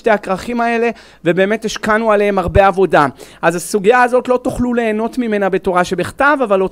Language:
Hebrew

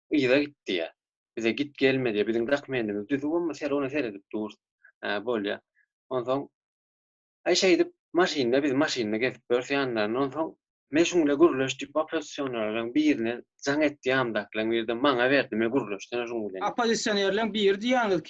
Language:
Turkmen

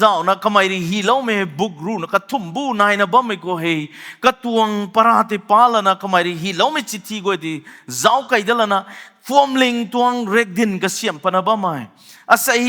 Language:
Rongmei Naga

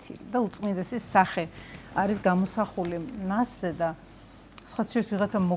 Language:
Georgian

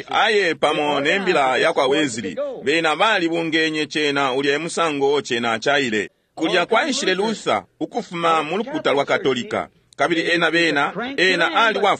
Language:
Bemba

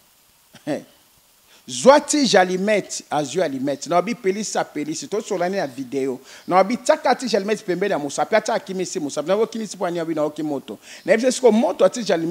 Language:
Lingala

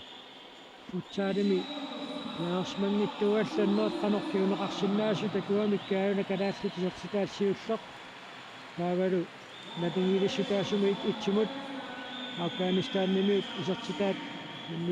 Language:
Kalaallisut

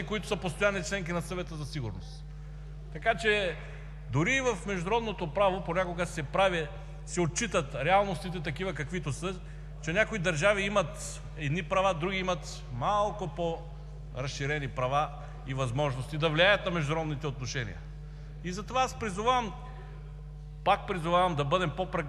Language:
Bulgarian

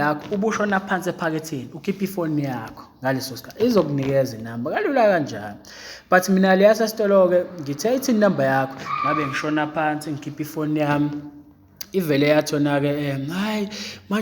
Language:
Zulu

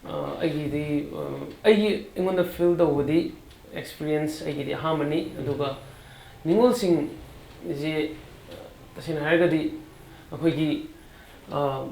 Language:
Manipuri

